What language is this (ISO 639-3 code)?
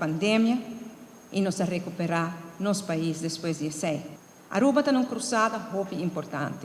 pap